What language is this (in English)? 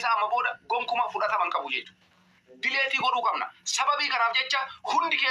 Oromo